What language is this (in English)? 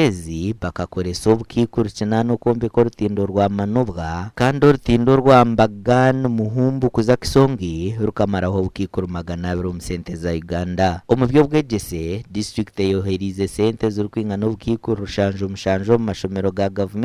Nyankole